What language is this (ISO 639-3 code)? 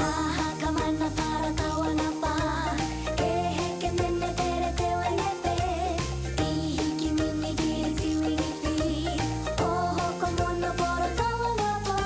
mri